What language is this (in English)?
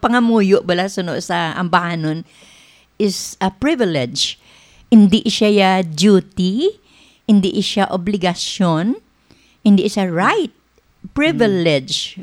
Hiligaynon